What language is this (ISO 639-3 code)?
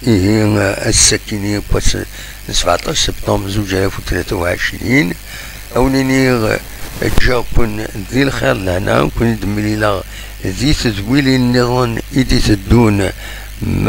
kab